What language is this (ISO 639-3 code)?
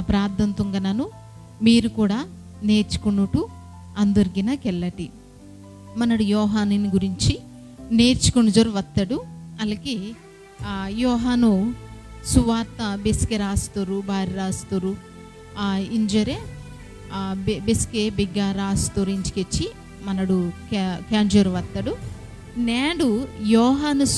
kff